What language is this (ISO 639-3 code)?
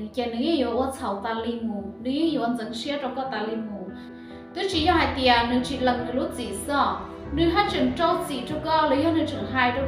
hmn